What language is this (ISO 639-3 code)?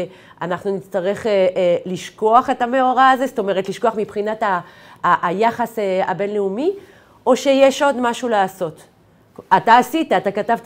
heb